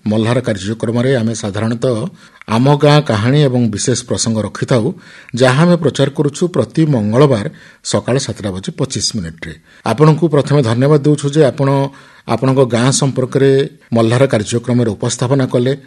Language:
Odia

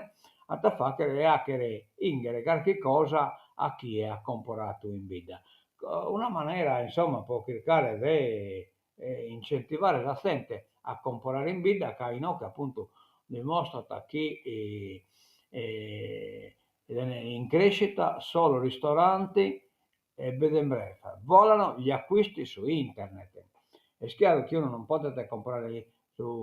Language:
Sardinian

